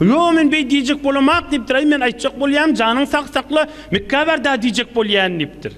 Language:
Turkmen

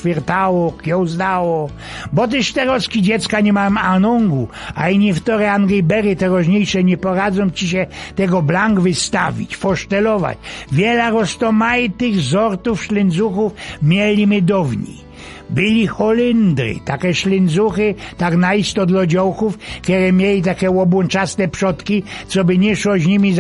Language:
Silesian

